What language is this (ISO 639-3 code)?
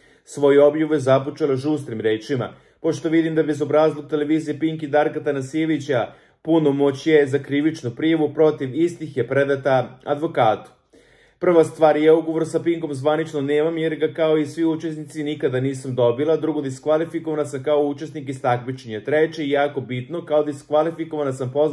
srp